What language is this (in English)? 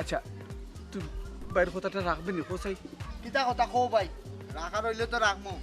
Sylheti